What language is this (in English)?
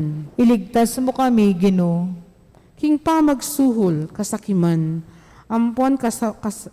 Pampanga